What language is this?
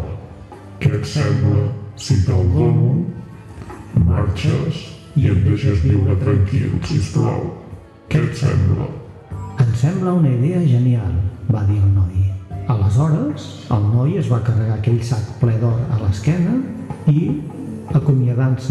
Catalan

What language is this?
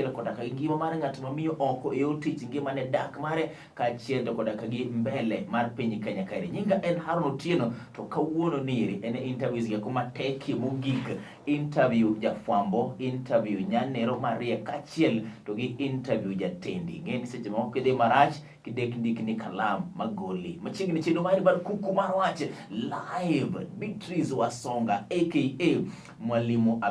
Luo (Kenya and Tanzania)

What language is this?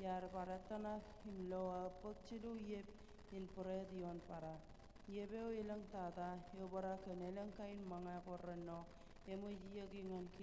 Marshallese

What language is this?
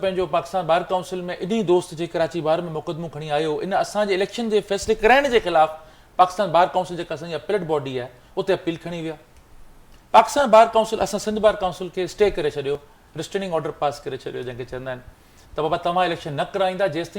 Sindhi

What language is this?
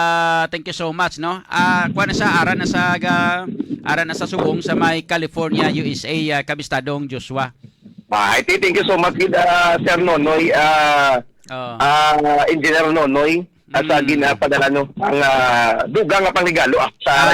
Hiligaynon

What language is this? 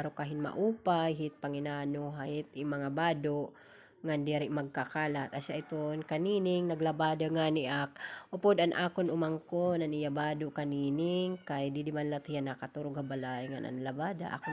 Waray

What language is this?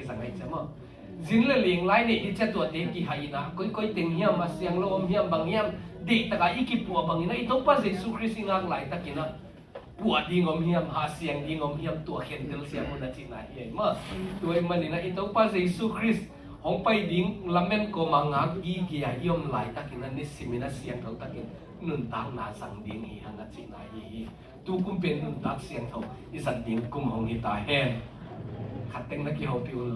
Tedim Chin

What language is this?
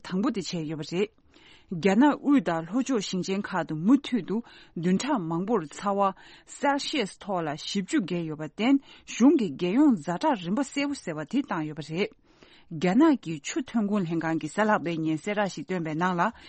Tibetan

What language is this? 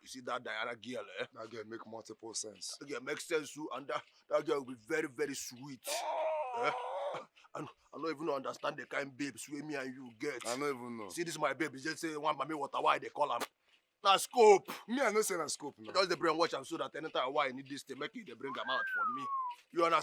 Nigerian Pidgin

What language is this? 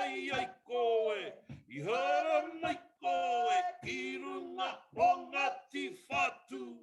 Māori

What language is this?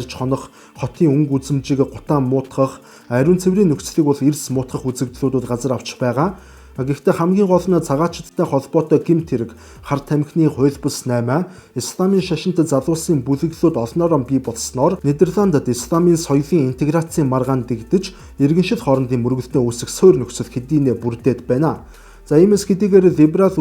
Mongolian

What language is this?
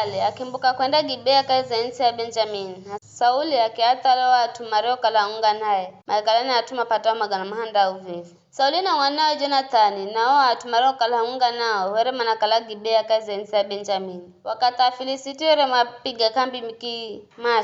Giryama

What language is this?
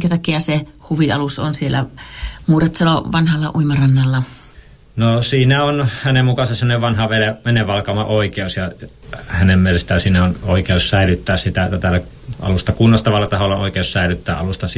Finnish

